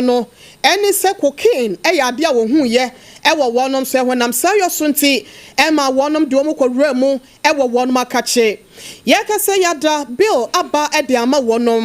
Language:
Akan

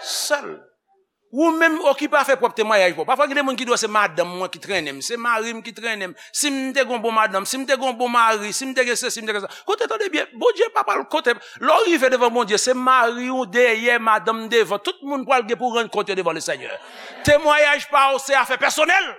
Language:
Haitian Creole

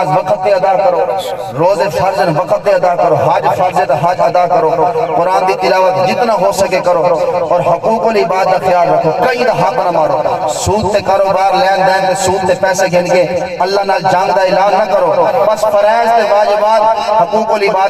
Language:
Saraiki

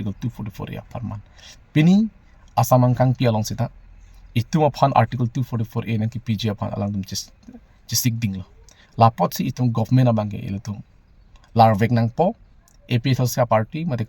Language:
Karbi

